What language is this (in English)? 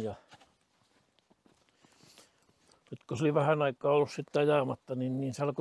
Finnish